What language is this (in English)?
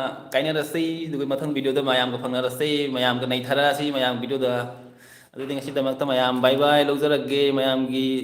Manipuri